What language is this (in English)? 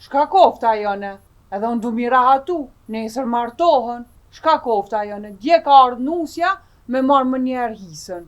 Albanian